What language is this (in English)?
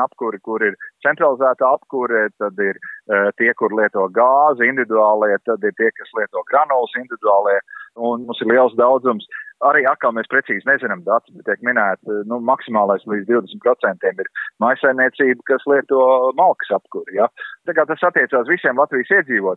Latvian